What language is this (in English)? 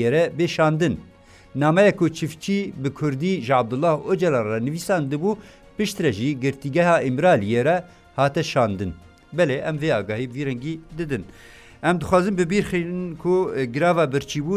Kurdish